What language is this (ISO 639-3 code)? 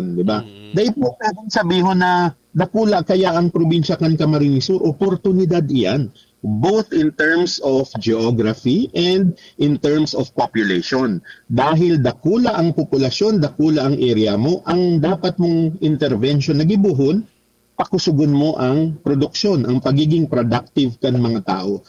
bik